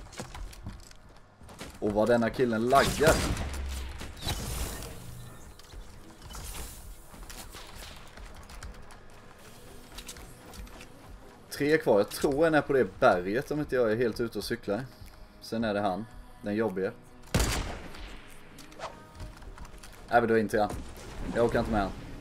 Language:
Swedish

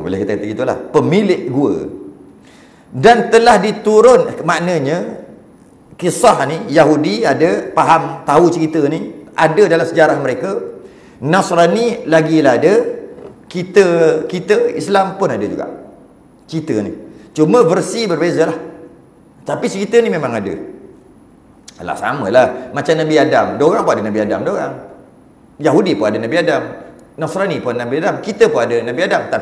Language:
Malay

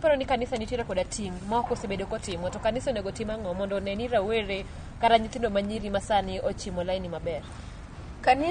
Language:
Luo (Kenya and Tanzania)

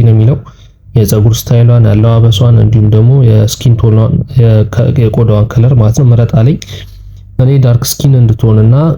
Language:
Amharic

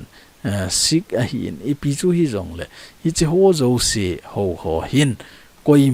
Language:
Thado Chin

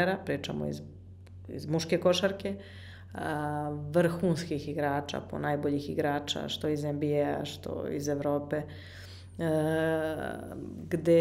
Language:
Serbian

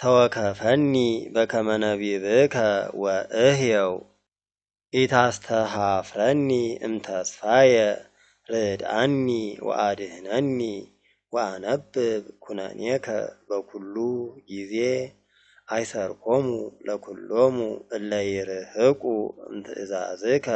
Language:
Geez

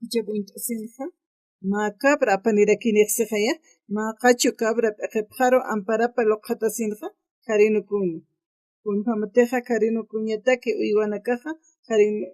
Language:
Aymara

